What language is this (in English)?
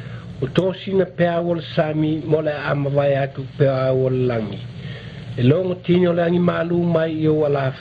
Samoan